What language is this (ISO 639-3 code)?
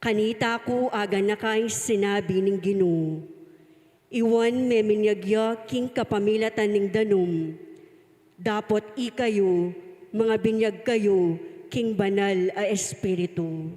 pam